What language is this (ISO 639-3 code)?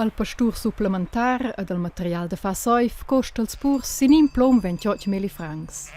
roh